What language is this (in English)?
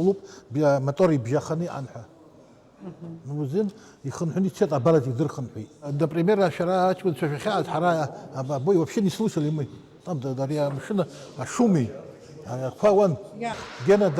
Abkhazian